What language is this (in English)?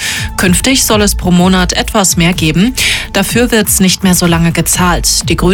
German